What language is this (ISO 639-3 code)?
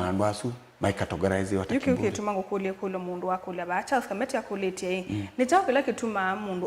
kam